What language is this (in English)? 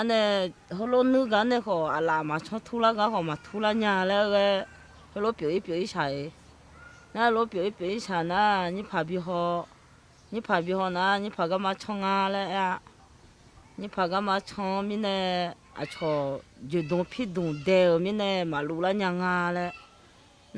Akha